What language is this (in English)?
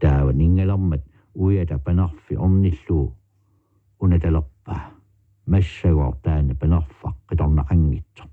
Kalaallisut